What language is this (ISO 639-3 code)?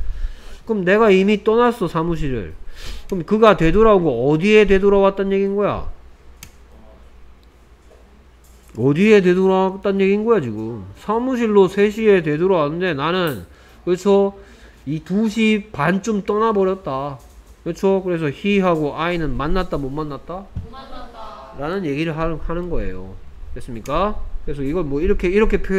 kor